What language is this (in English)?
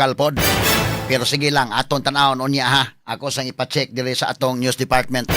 Cebuano